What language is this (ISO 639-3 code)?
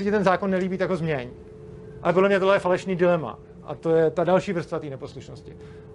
ces